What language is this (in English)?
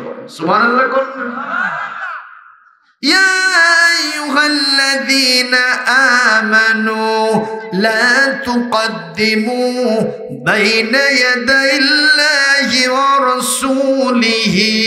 Bangla